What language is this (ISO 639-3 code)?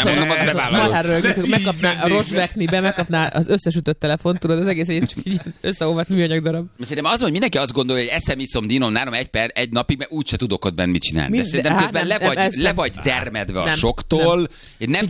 hun